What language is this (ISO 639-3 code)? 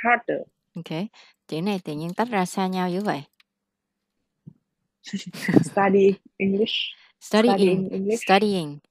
vie